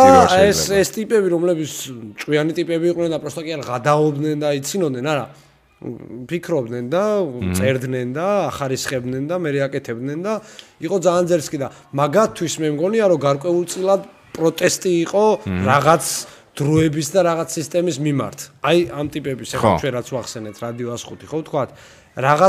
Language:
Georgian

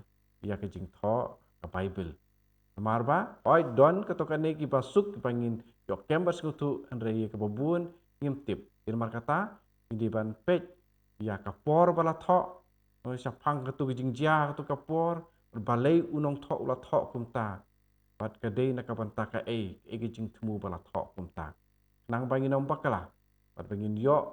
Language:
Khasi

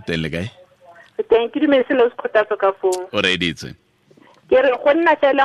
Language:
Tswana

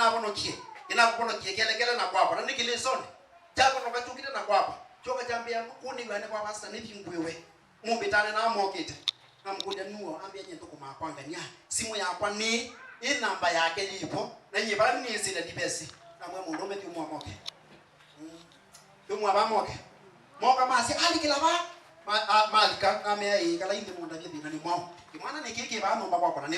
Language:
Kamba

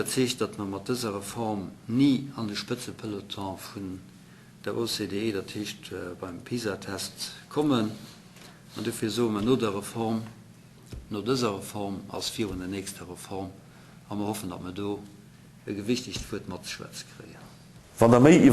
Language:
Luxembourgish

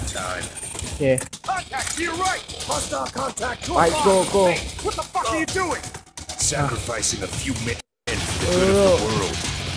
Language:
Thai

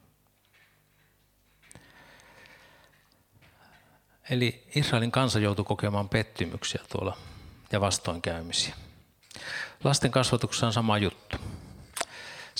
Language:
Finnish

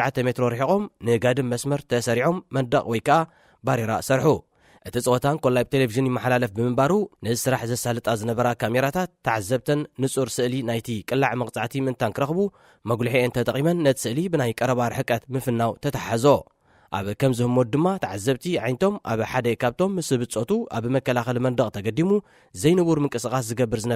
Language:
Tigrinya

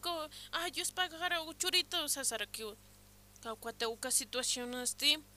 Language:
Aymara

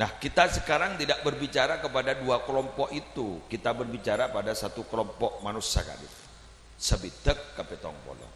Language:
Madurese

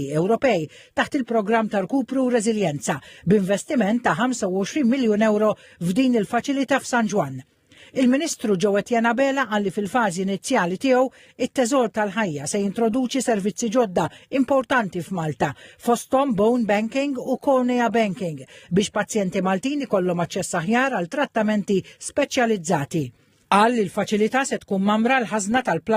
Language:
Maltese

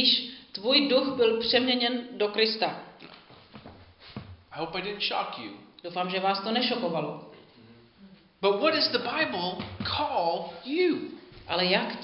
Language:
Czech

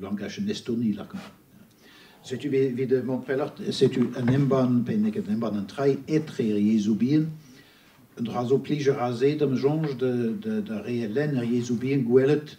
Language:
Breton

